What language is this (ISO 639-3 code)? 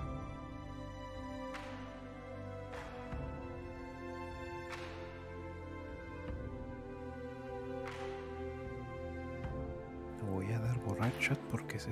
spa